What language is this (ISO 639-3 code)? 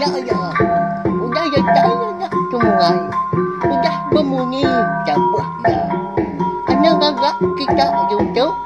iba